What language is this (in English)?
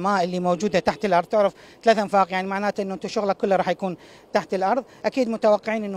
Mesopotamian Arabic